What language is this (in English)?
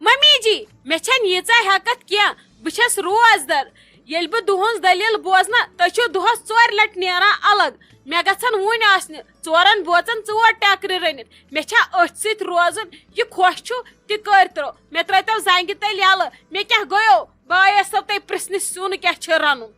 Kashmiri